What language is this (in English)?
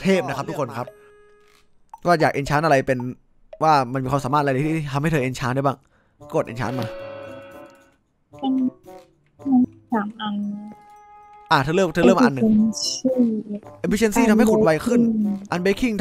Thai